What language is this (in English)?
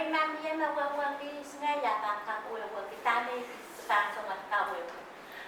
Pohnpeian